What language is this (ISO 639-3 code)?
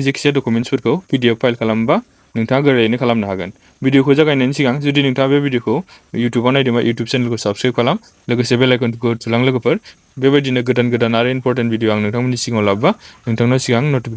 brx